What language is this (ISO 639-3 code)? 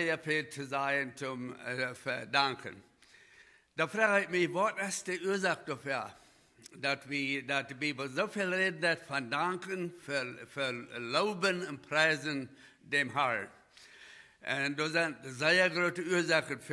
pdt